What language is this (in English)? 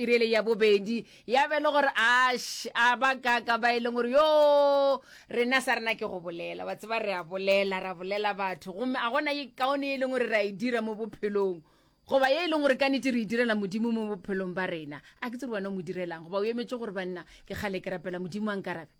Northern Sotho